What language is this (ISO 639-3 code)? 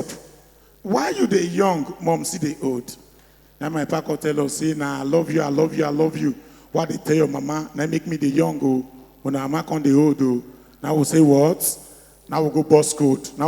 pcm